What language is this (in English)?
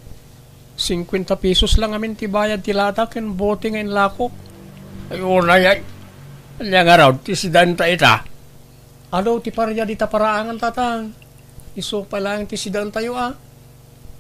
Iloko